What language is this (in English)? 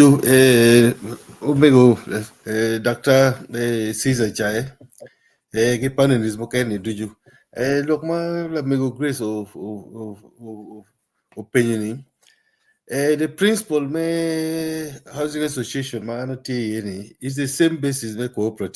Acoli